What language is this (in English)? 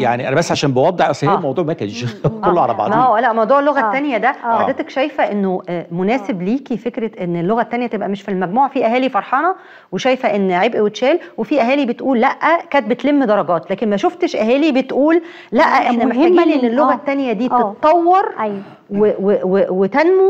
Egyptian Arabic